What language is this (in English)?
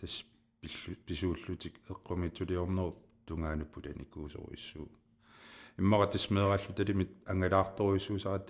Kalaallisut